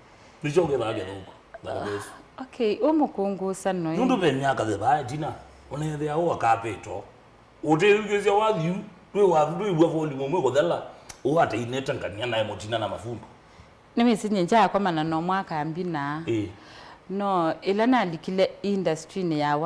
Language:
Kamba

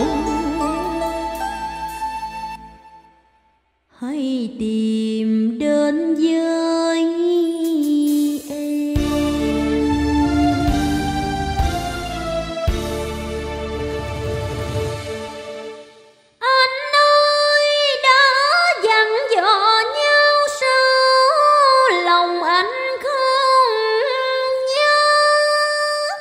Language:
Vietnamese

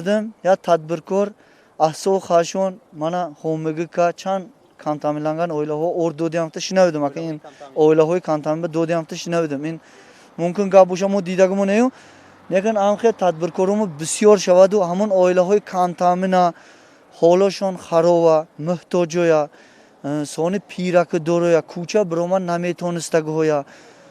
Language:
Tajik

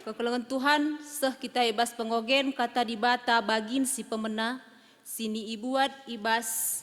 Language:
Batak Karo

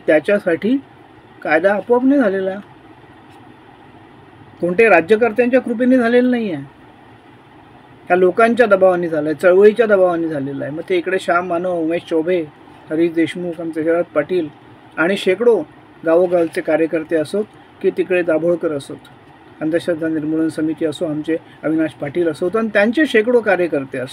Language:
Marathi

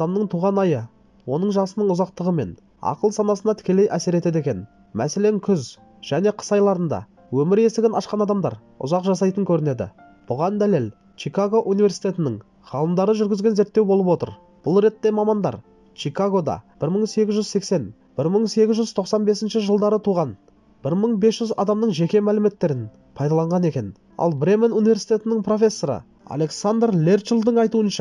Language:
Kazakh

